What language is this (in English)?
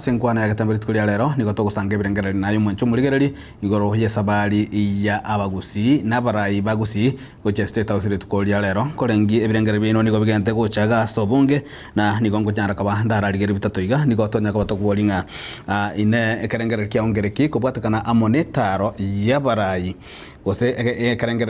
Gusii